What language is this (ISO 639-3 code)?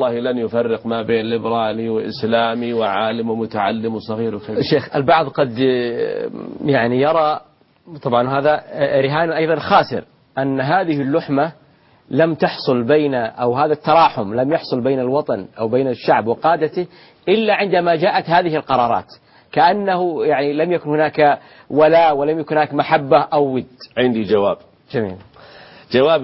ara